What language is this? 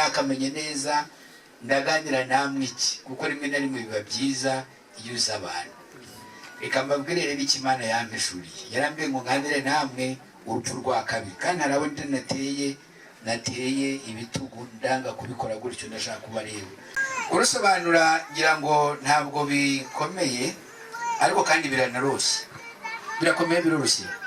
Kinyarwanda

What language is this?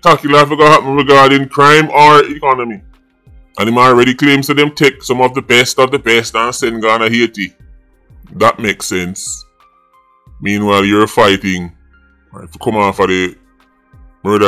Jamaican Creole English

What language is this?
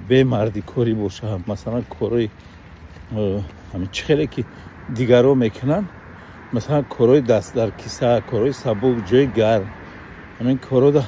Tajik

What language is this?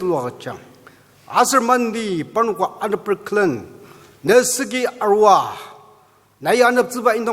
Ao Naga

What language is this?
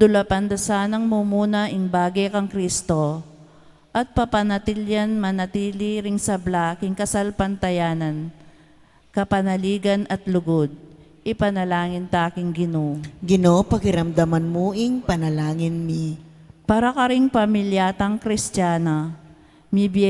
Pampanga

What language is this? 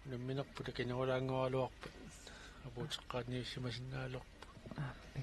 Kalaallisut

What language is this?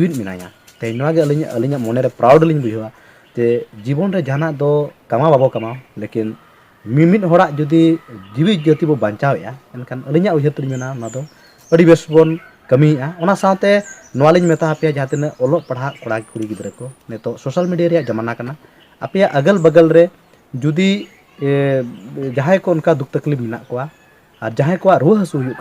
Santali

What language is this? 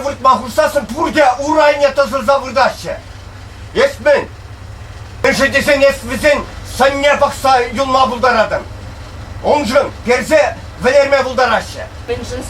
Chuvash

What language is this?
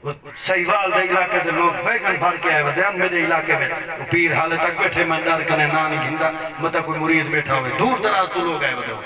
Saraiki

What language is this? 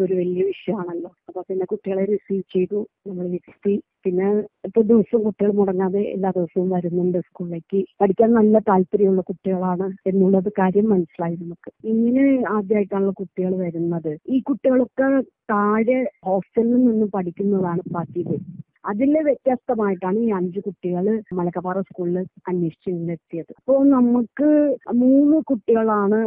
Malayalam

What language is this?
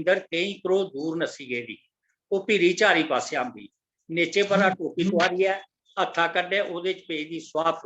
Dogri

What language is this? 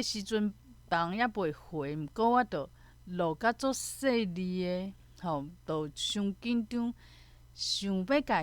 Min Nan Chinese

